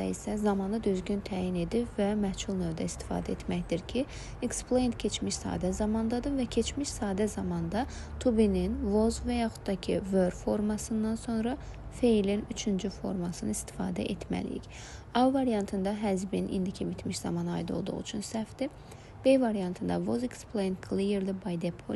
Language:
Azerbaijani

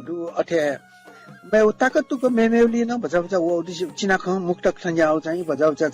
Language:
Newari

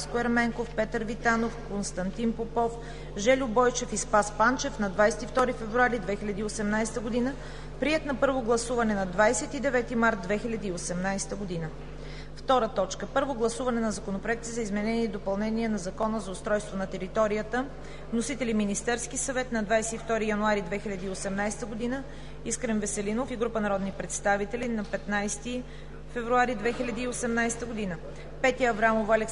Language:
Bulgarian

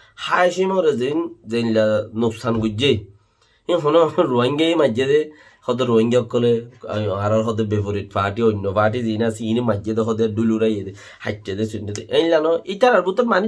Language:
Rohingya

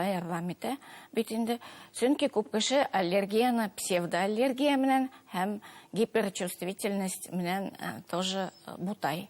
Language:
Bashkir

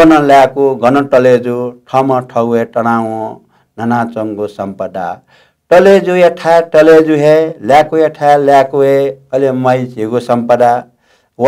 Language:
Newari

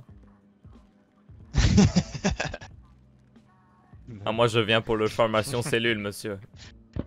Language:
French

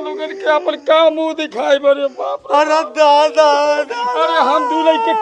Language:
Bhojpuri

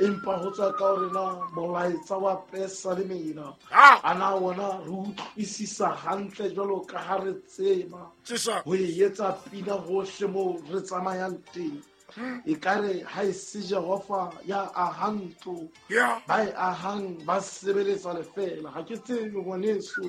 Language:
Southern Sotho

